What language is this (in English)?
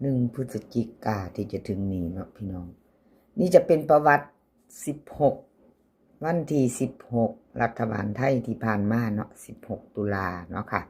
Northeastern Thai